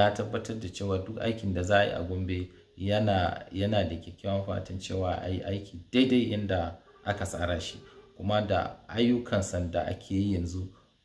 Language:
Hausa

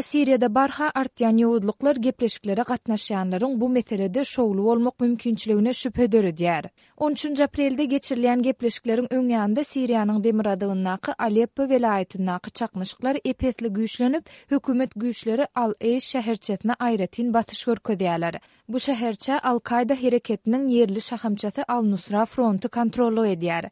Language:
Turkmen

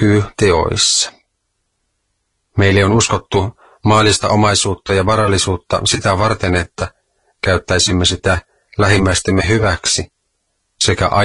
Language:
Finnish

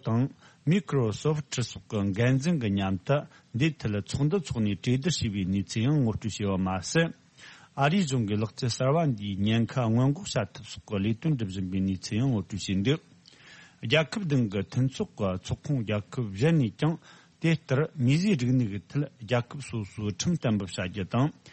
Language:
Tibetan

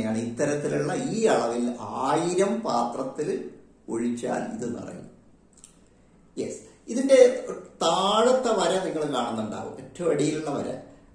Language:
Malayalam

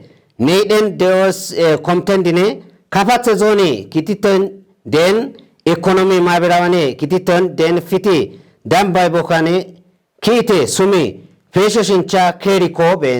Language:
Kafa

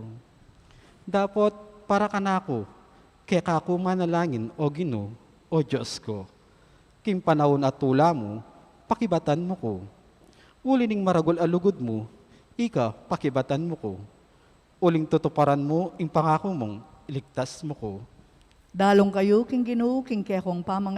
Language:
Pampanga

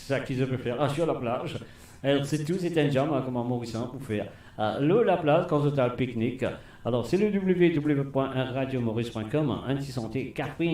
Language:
Morisyen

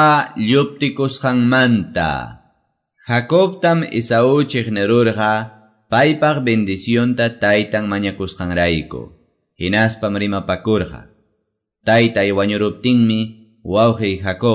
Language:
Quechua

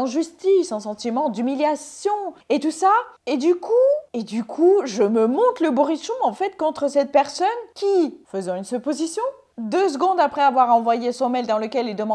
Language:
French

